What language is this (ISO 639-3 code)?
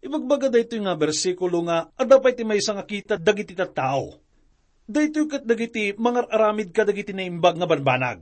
ilo